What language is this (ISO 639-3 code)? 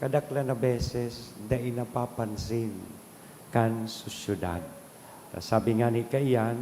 bik